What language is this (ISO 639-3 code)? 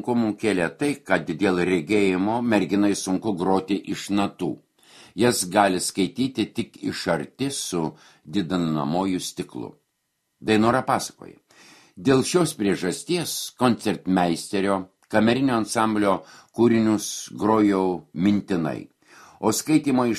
lit